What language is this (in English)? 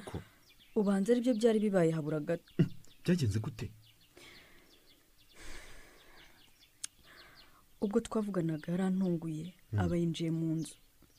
Kinyarwanda